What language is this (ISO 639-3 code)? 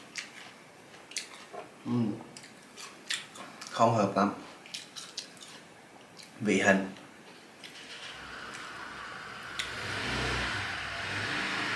vie